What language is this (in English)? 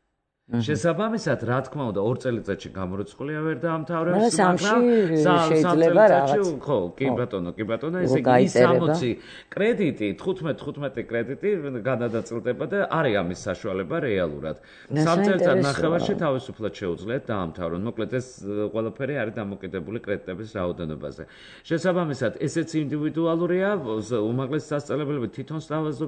Georgian